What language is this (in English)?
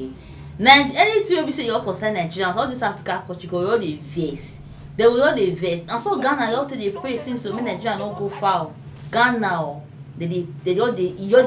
Nigerian Pidgin